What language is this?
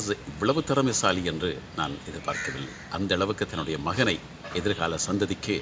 Tamil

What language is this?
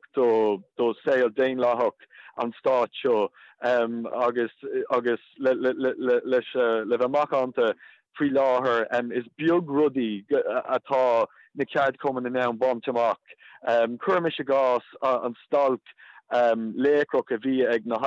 Irish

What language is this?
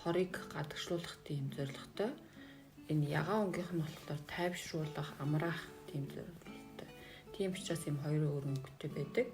Mongolian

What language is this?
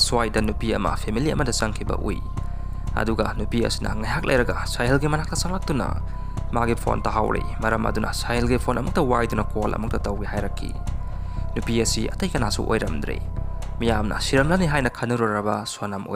Manipuri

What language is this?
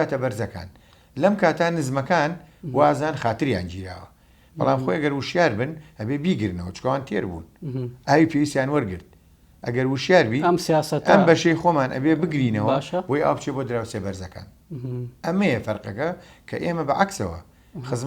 Central Kurdish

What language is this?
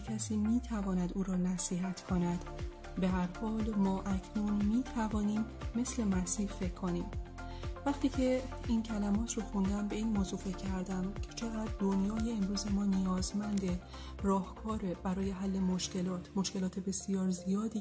Persian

